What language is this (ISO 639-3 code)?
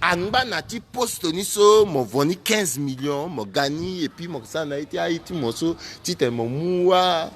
sag